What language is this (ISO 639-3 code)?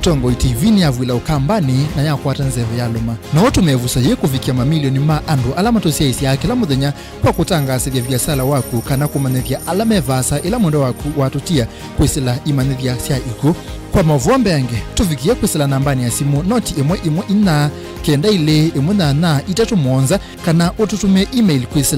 kam